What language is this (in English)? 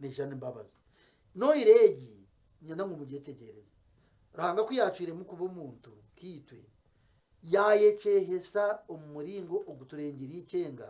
Nyankole